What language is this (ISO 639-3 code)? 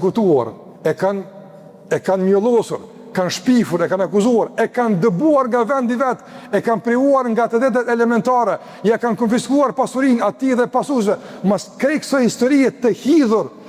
sqi